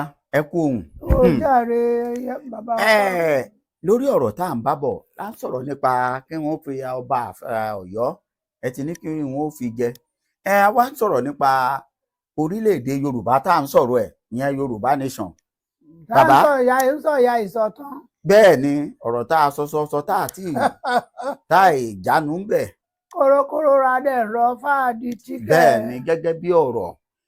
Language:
Yoruba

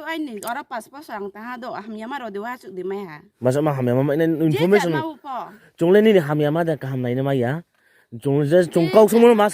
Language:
Riang (India)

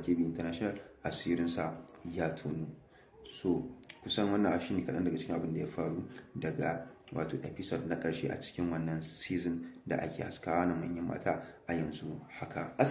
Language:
Hausa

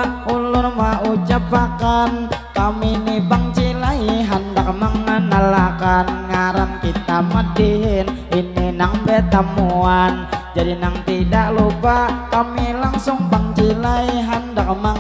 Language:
Banjar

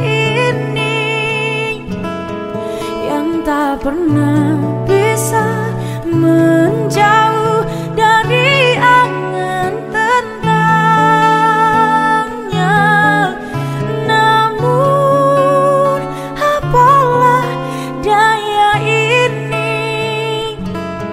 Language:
Indonesian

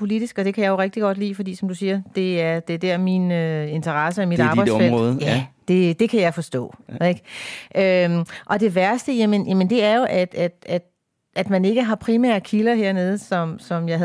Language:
Danish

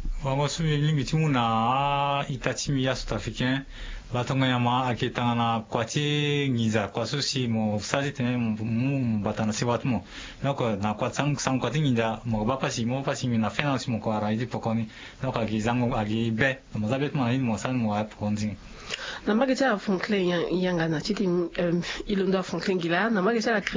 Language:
Sango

